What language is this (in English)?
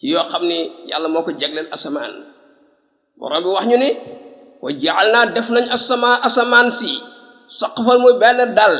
Wolof